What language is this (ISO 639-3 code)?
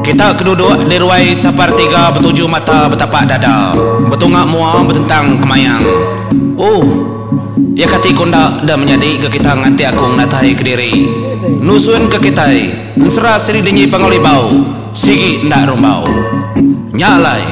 iba